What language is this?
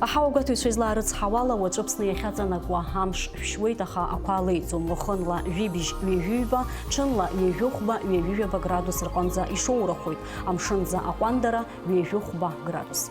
Abkhazian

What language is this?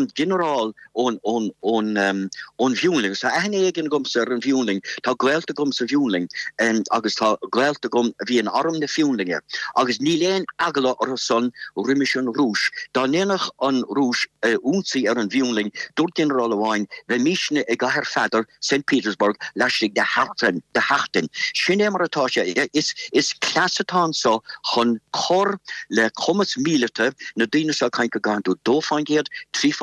Irish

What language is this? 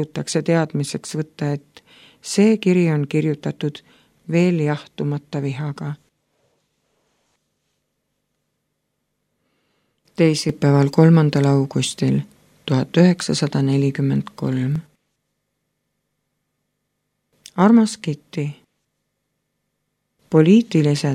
Estonian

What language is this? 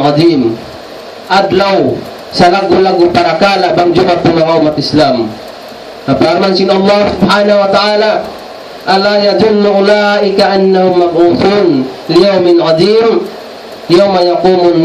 Tausug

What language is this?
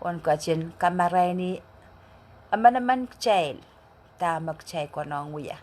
Pohnpeian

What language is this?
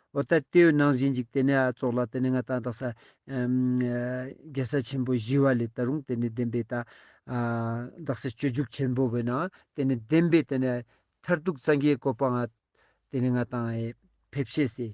Ladakhi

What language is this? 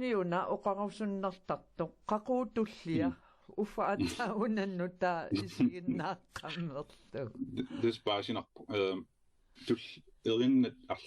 Kalaallisut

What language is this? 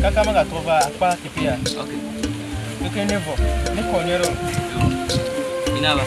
Ewe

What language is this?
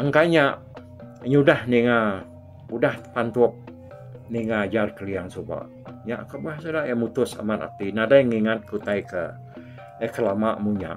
Iban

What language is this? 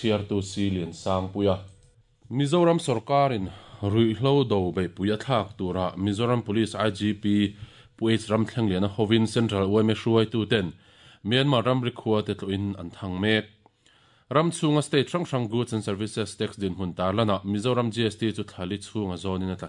Mizo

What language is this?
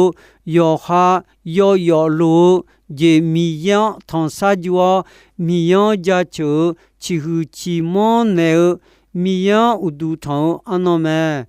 Akha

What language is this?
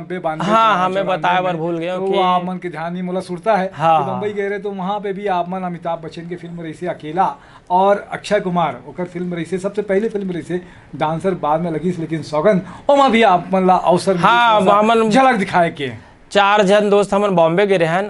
Chhattisgarhi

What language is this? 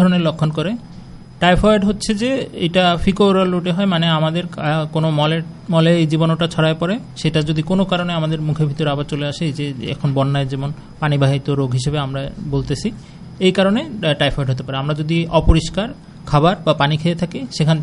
Bangla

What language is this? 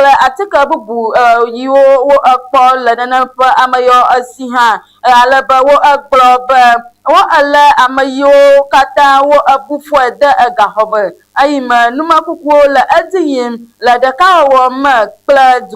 Ewe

